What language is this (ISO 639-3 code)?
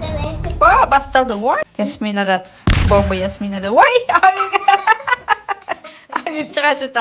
kaz